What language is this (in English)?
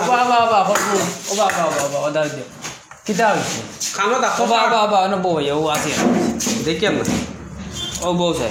Sylheti